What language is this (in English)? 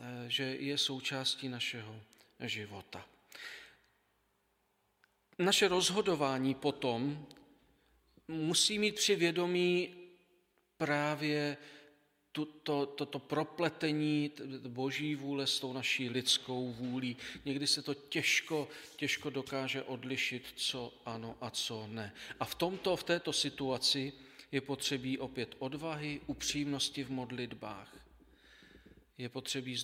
Czech